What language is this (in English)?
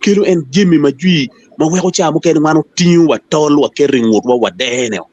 Acoli